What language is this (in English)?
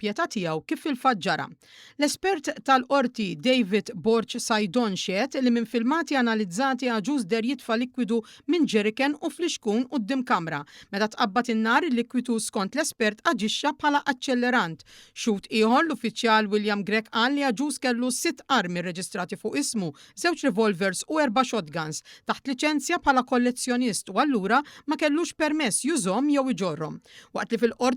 Maltese